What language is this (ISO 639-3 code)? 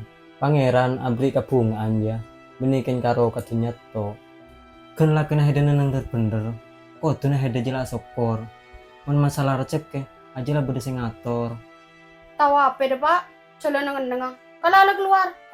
mad